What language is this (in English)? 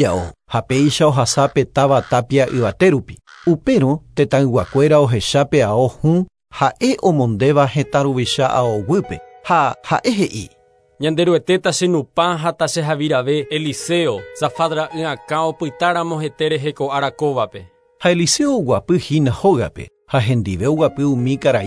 Guarani